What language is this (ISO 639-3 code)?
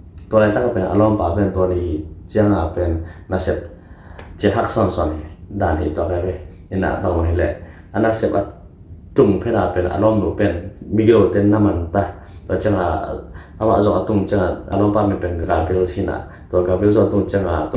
ctd